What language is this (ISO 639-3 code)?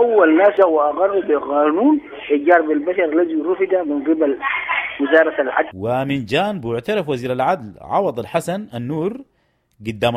apd